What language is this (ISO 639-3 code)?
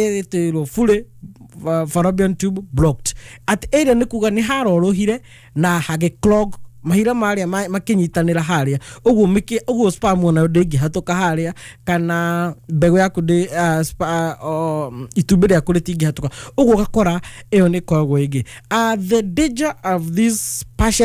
kik